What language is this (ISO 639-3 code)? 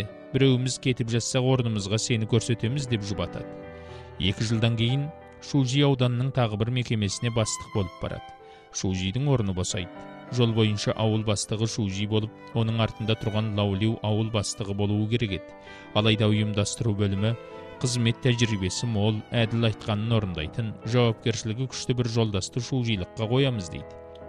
kaz